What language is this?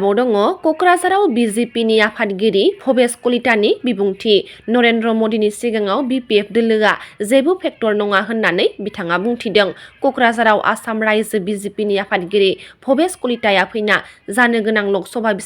Bodo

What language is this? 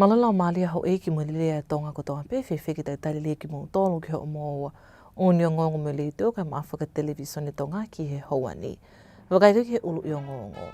Tongan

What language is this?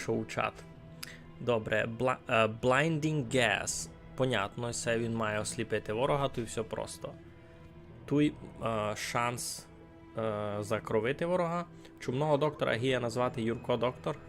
Rusyn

